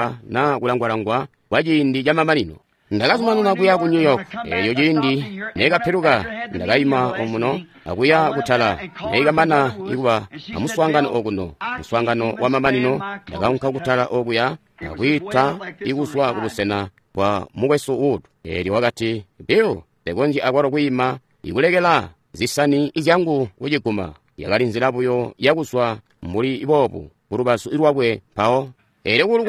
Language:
Tonga (Zambia)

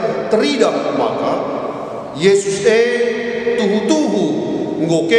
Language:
Batak Karo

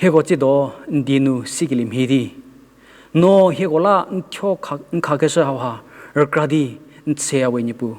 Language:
Angami Naga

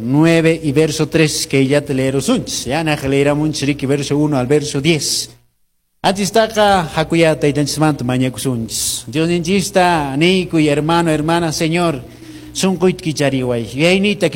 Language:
Quechua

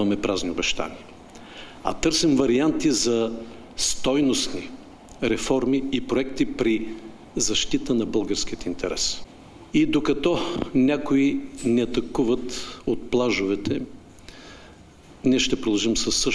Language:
Bulgarian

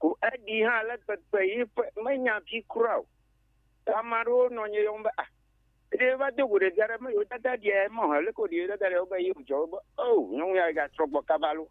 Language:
Ewe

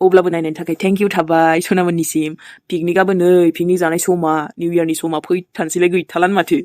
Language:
Bodo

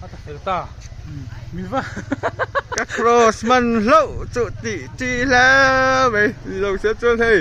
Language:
Mizo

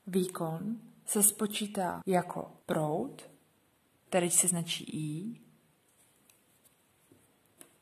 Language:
Czech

